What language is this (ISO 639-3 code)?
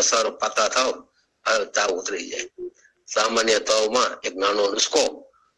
guj